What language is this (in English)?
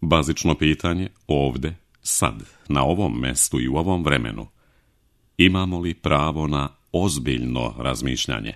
Serbian